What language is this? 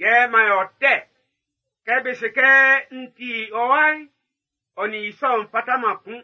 Baoulé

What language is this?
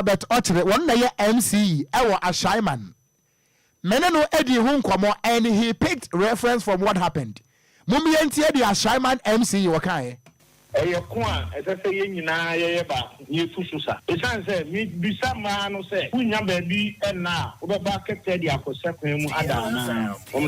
Akan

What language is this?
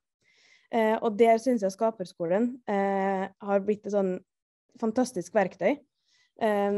Norwegian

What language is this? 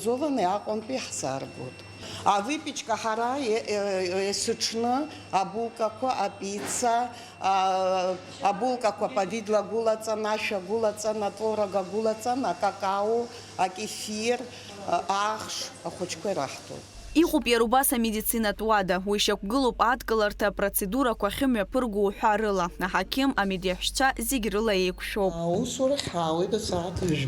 Abkhazian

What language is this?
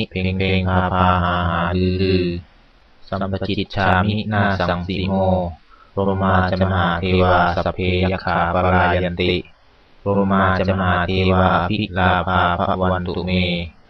Pali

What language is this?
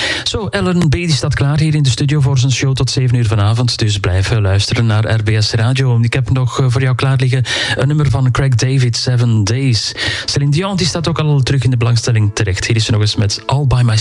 Dutch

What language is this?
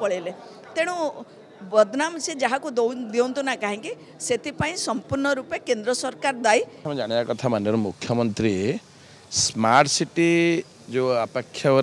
Odia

